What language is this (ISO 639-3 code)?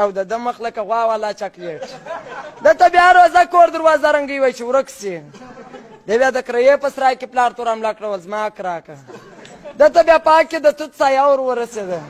pus